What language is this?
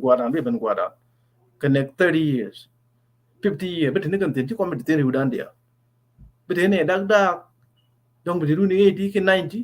Nuer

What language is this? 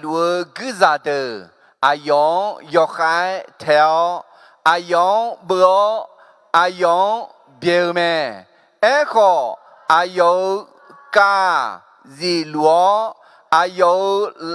Akha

